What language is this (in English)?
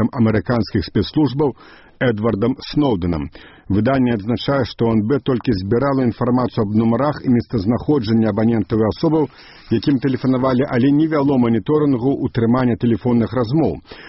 Belarusian